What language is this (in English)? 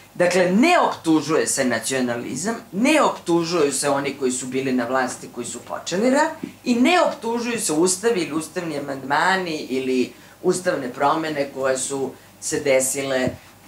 Serbian